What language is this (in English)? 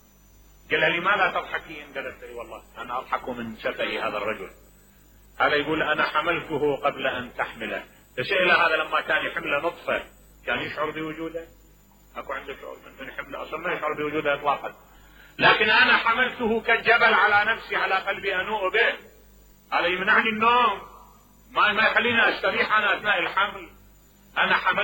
Mesopotamian Arabic